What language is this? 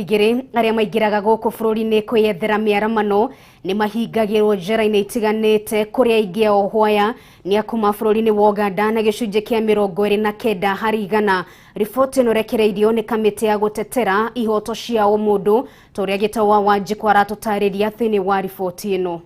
Kikuyu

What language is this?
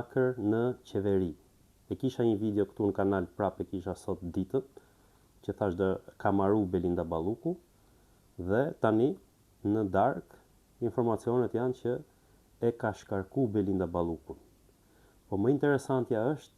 Albanian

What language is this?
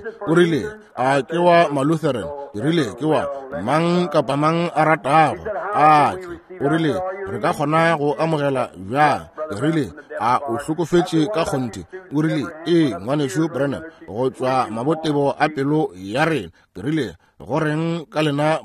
Northern Sotho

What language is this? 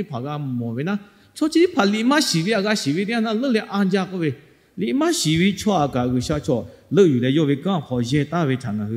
Lahu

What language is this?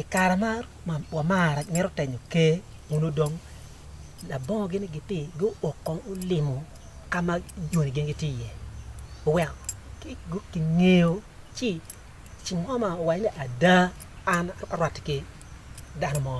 Acoli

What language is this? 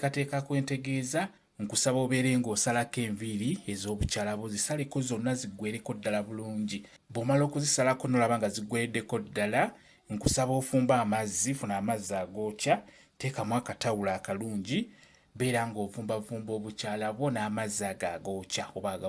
Ganda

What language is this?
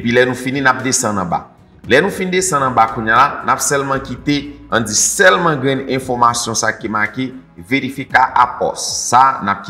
Haitian Creole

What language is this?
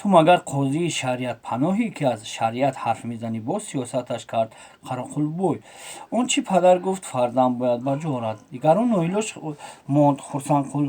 Tajik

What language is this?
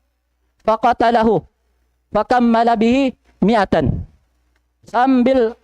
Tausug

